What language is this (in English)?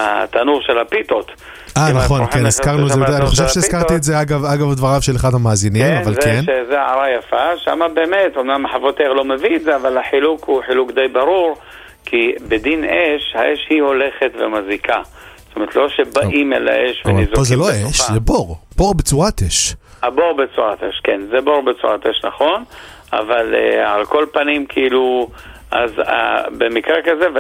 Hebrew